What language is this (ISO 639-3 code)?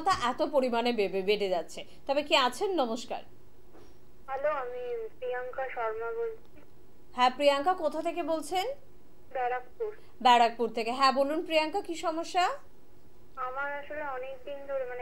ben